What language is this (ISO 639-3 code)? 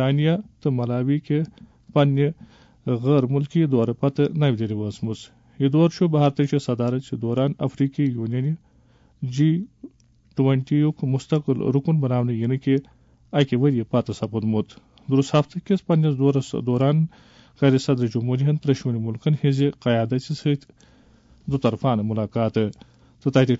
kas